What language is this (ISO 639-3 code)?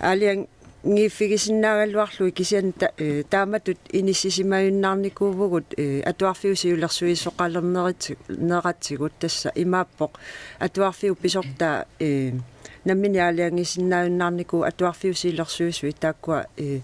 kal